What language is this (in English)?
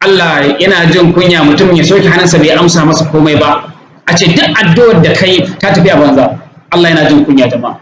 Hausa